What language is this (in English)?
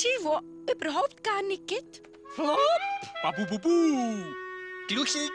Swiss German